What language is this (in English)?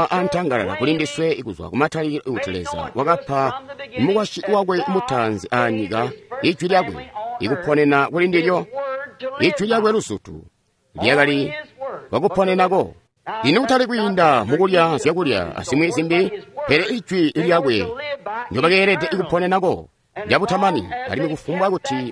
Tonga (Zambia)